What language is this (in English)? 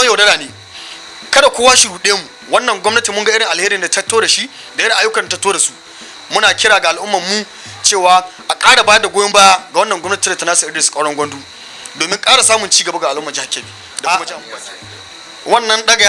Hausa